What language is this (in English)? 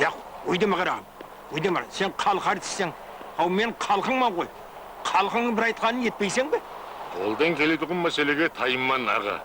Kara-Kalpak